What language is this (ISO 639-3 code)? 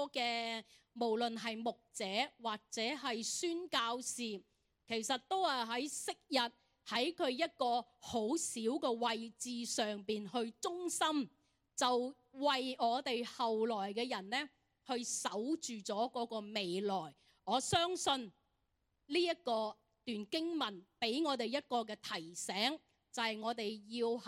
yue